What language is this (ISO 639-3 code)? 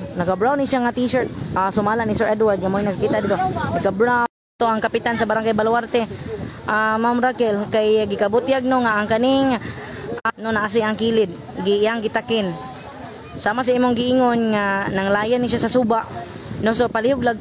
ceb